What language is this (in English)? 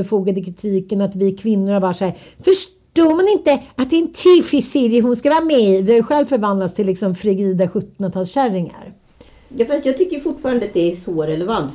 Swedish